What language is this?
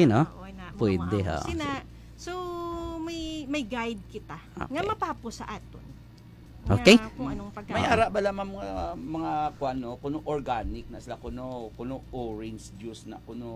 Hiligaynon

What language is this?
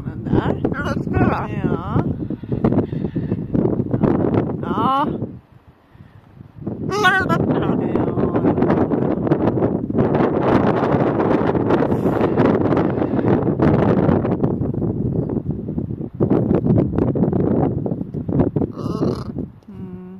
Swedish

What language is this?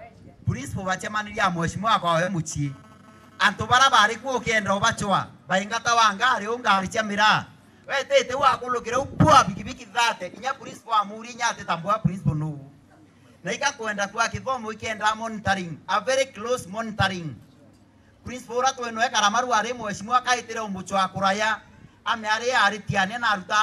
Meru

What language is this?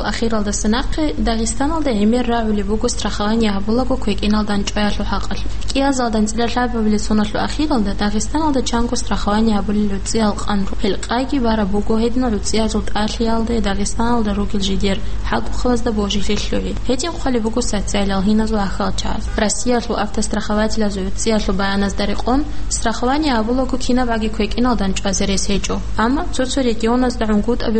Avaric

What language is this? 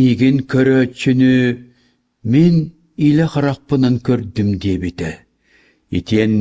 Yakut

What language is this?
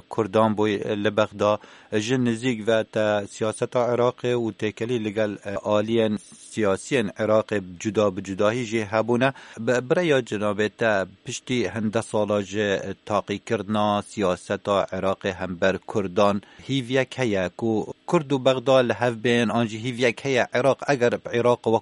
Kurdish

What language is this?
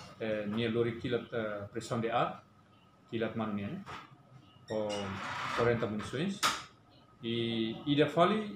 Tetum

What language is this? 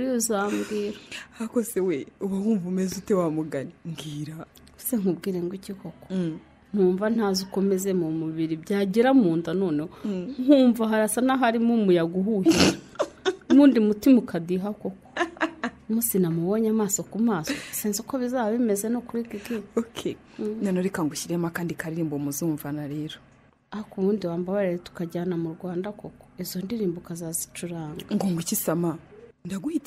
Kinyarwanda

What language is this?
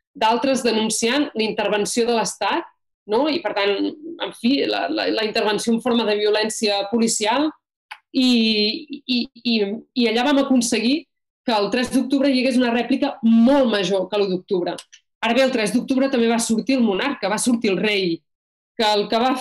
Catalan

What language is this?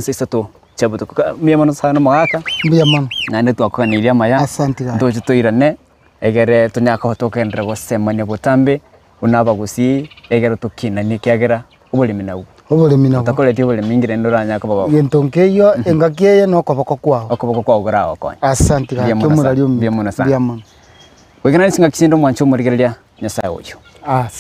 Gusii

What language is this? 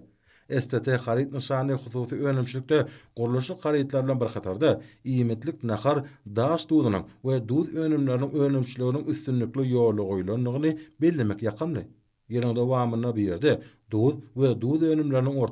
Turkmen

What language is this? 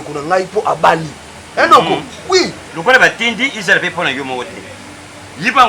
Lingala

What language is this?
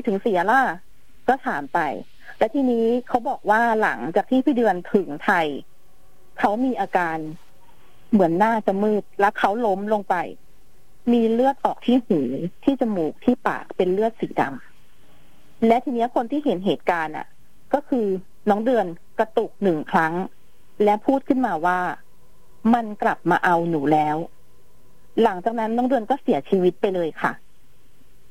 Thai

